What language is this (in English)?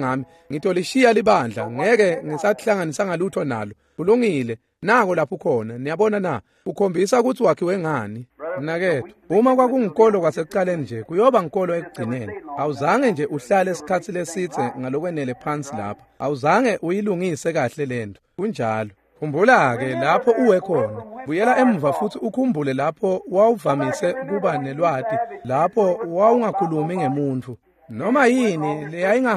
Swati